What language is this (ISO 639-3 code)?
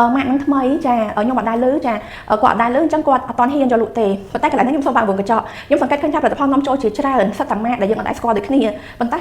khm